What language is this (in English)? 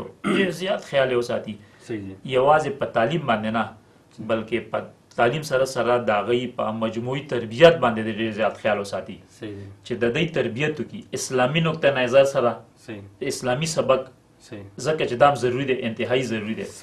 Pashto